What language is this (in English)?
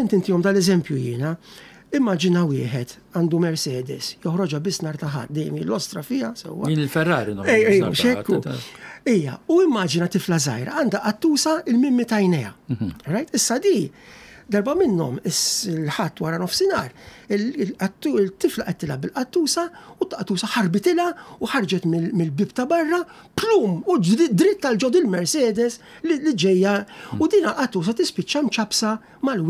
Maltese